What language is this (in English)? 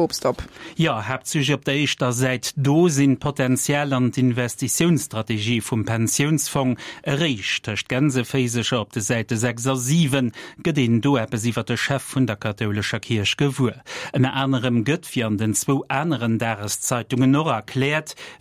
Luxembourgish